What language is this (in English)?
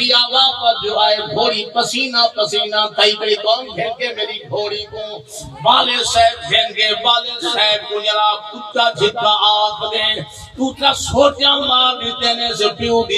Saraiki